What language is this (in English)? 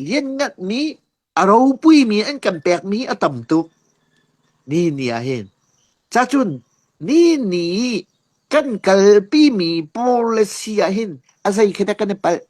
Hakha Chin